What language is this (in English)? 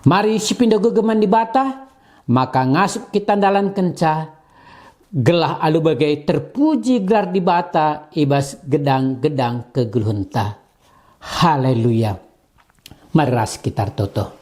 Batak Karo